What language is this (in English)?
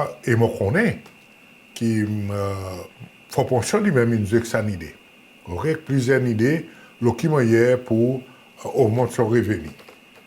Seselwa Creole French